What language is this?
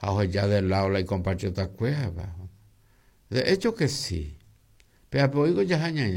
Guarani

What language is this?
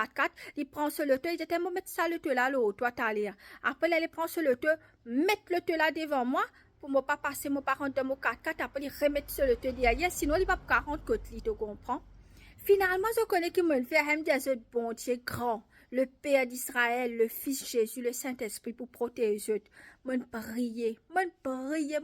Morisyen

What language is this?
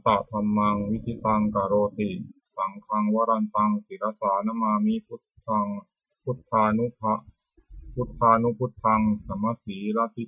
Pali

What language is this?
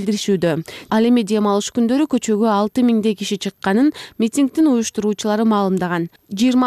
Kyrgyz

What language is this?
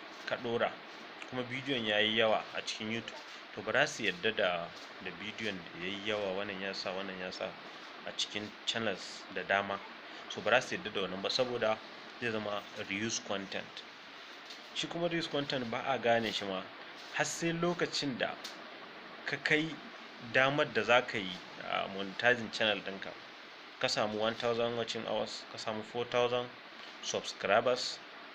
Hausa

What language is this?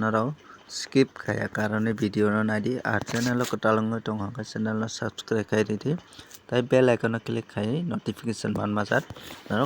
Kok Borok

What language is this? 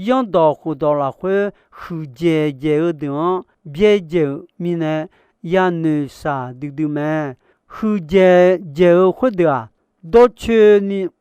Akha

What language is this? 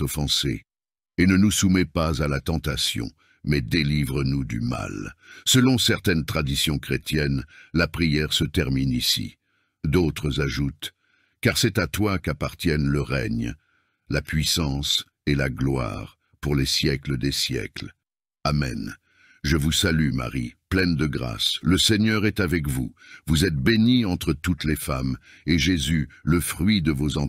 French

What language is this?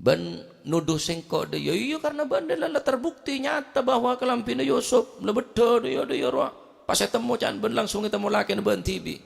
Madurese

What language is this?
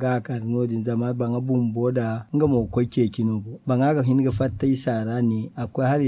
Zarma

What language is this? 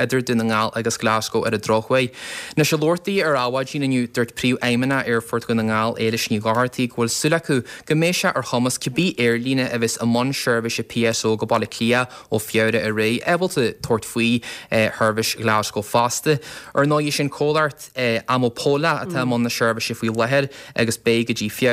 Irish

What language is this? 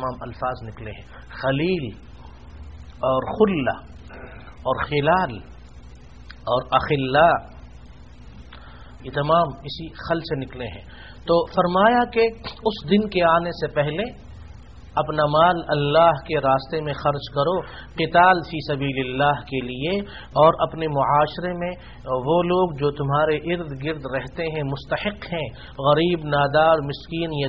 Urdu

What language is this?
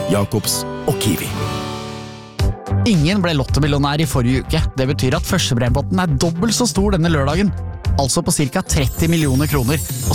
Norwegian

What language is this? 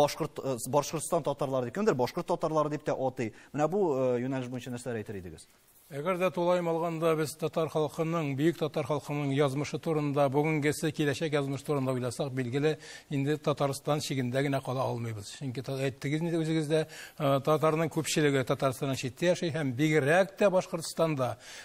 Tatar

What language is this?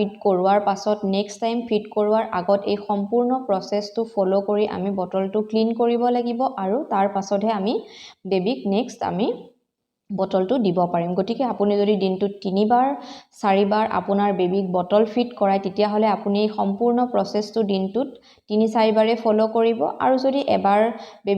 Assamese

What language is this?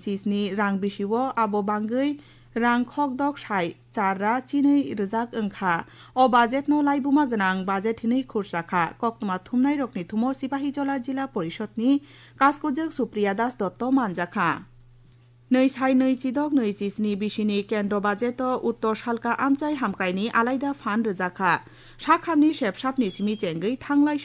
Kok Borok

